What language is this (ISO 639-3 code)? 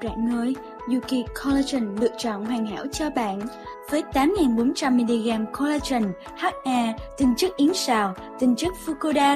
vie